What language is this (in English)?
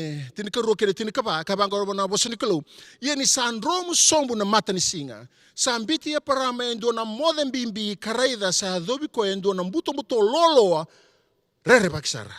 Fijian